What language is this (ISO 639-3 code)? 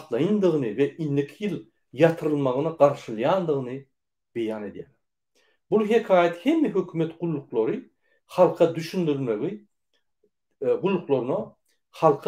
tuk